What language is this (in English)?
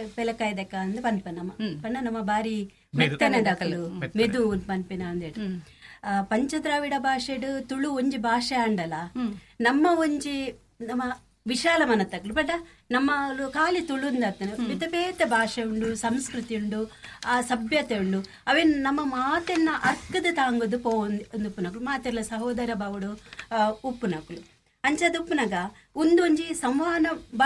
Tulu